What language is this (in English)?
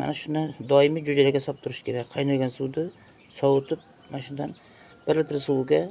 Uzbek